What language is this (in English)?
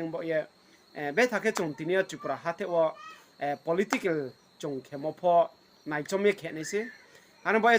Riang (India)